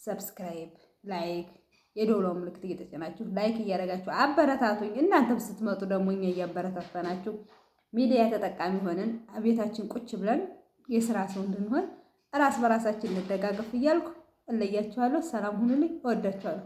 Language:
Amharic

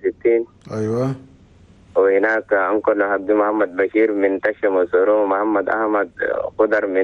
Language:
Chadian Arabic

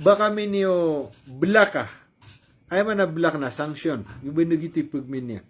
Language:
Maranao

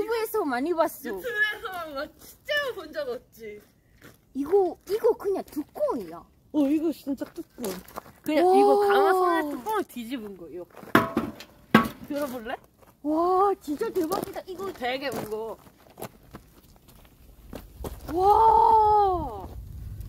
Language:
Korean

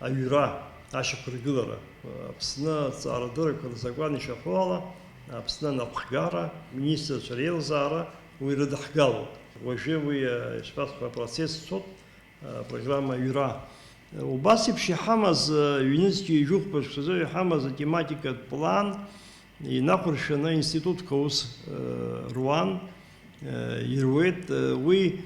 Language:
Abkhazian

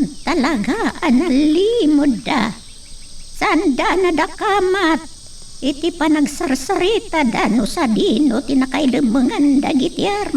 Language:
Iloko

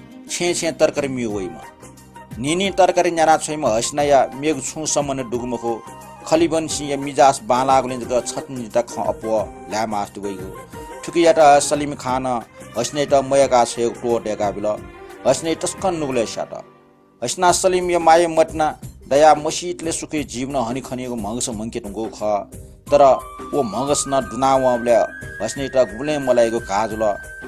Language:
Newari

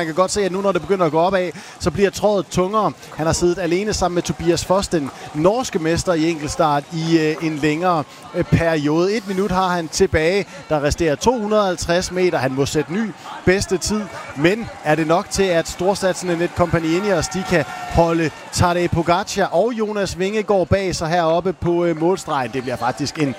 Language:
Danish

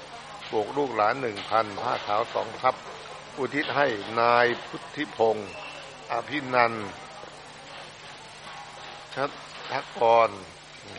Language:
Thai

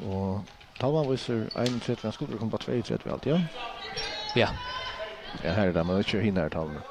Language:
Faroese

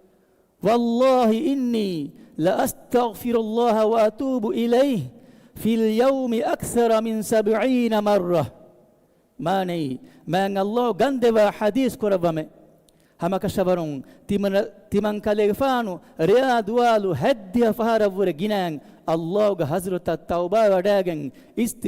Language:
Divehi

